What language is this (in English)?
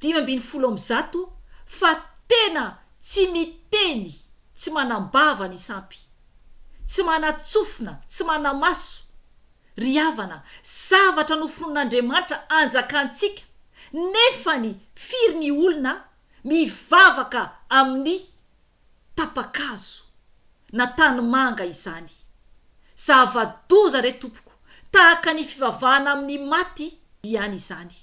Malagasy